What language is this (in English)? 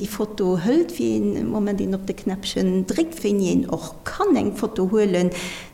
Luxembourgish